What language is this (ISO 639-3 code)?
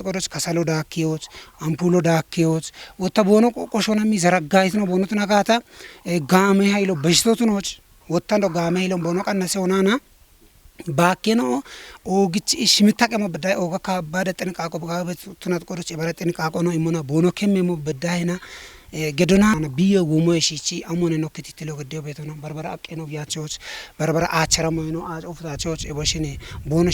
kbr